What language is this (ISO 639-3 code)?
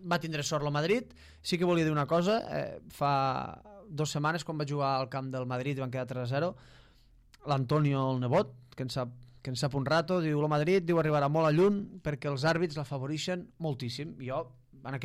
cat